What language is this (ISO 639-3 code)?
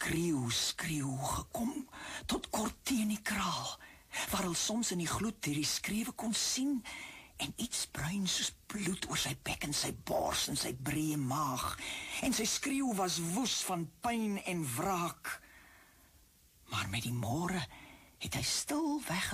afr